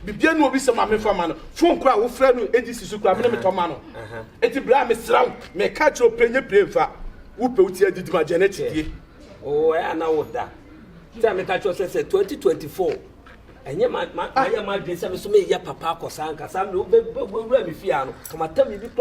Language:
Akan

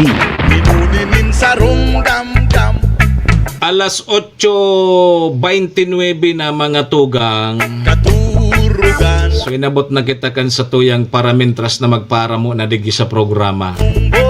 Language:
Bikol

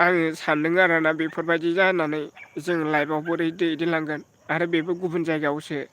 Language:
Bodo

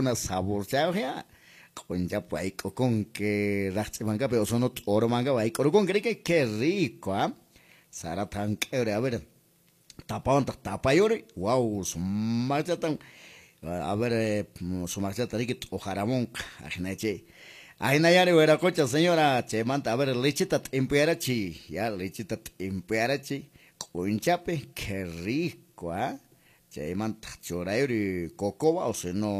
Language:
Quechua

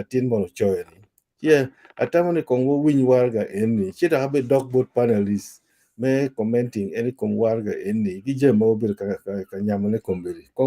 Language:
Acoli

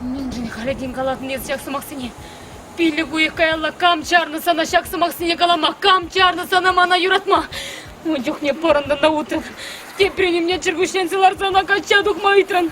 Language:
Chuvash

